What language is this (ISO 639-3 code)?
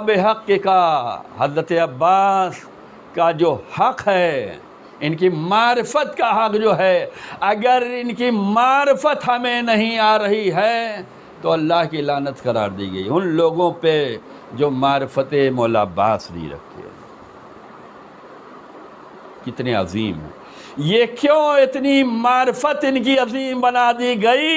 urd